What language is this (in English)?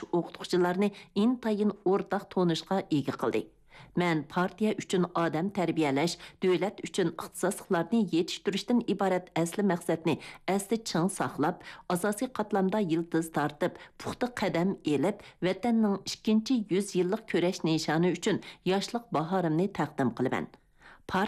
Uyghur